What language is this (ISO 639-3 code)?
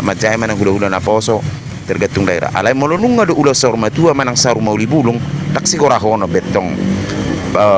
bbc